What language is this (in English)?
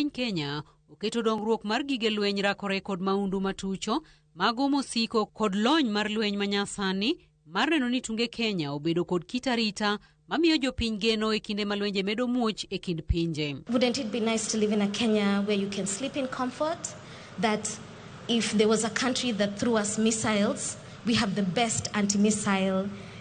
Luo (Kenya and Tanzania)